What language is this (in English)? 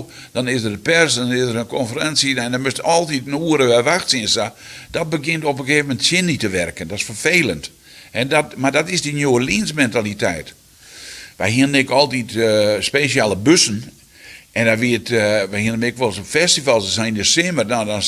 Western Frisian